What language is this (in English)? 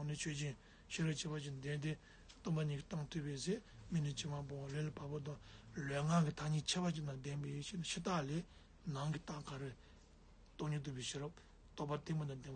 Tibetan